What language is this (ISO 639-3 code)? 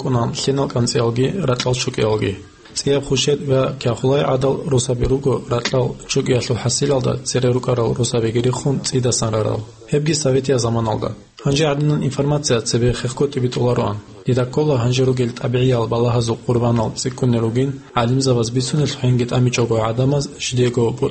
ava